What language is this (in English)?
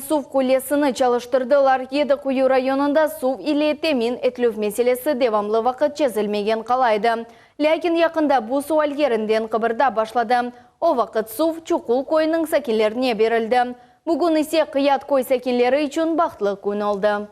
Crimean Tatar